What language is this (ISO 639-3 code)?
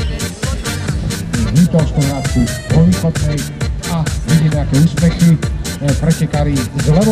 slk